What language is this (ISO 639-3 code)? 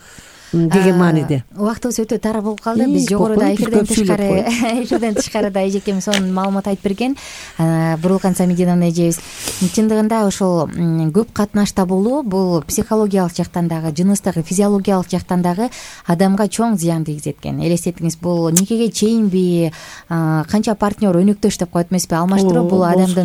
kir